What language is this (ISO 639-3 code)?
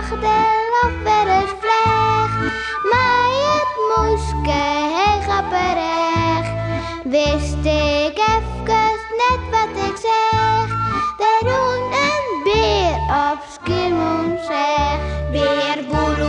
fry